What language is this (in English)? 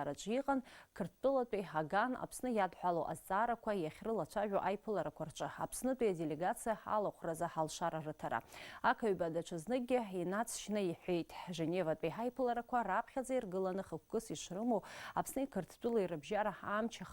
Abkhazian